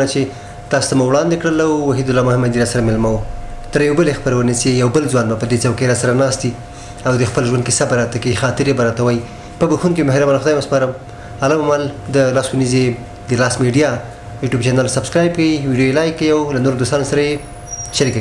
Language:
Pashto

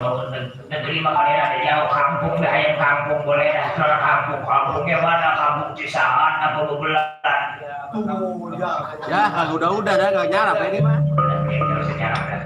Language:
Betawi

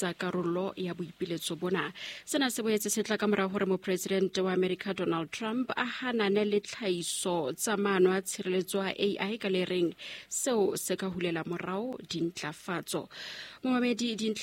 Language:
Southern Sotho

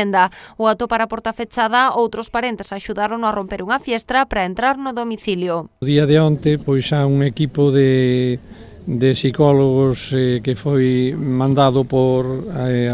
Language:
Galician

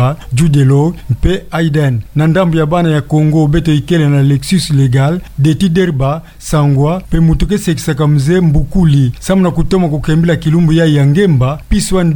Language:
Kituba (Democratic Republic of Congo)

